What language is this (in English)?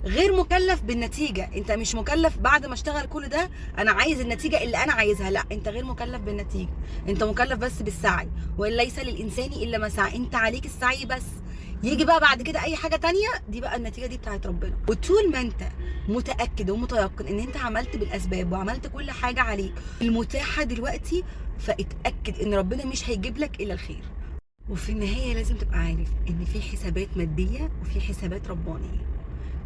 Egyptian Arabic